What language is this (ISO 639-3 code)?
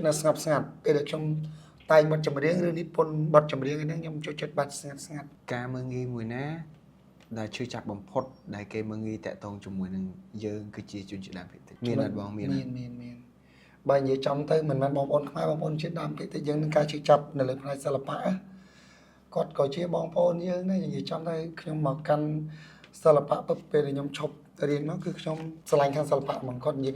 khm